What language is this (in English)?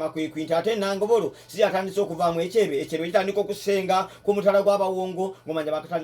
Ganda